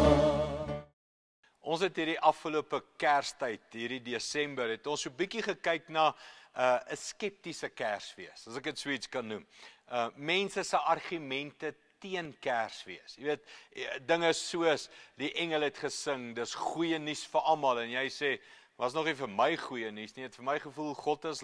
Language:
Afrikaans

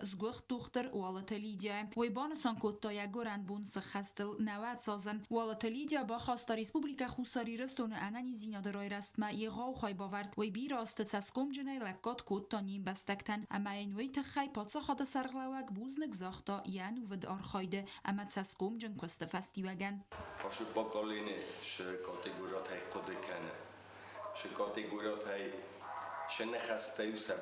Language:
Ossetic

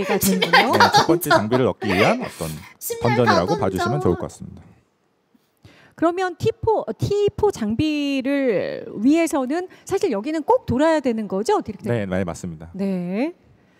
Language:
Korean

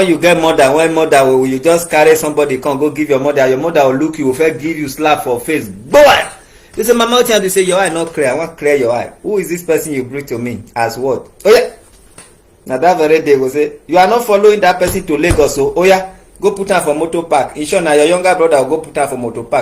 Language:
Nigerian Pidgin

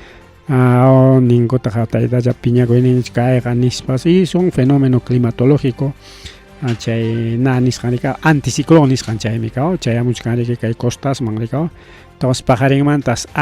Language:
Ayacucho Quechua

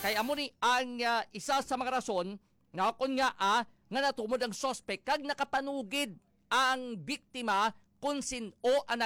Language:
Hiligaynon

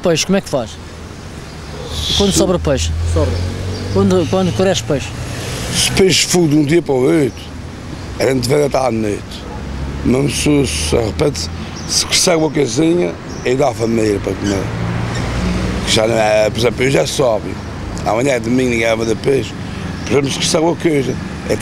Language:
Portuguese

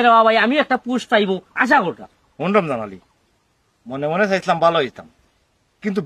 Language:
Sylheti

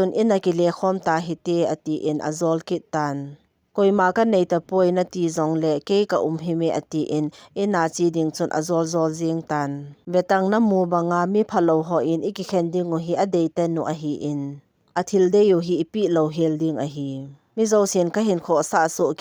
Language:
Thado Chin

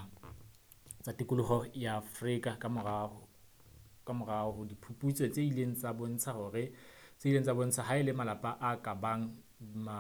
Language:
Southern Sotho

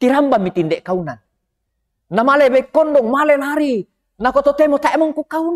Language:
Toraja-Sa'dan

